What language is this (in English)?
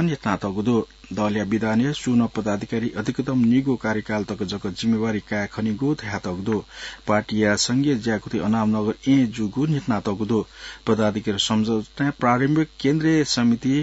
Newari